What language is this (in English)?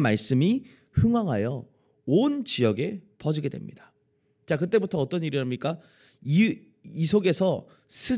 Korean